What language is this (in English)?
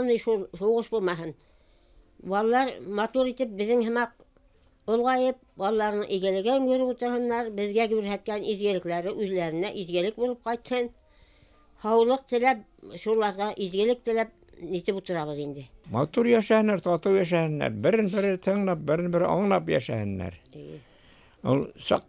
Bashkir